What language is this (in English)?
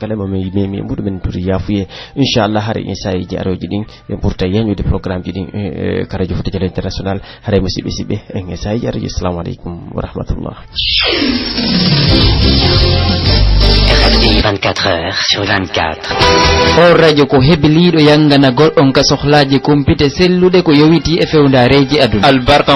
Pular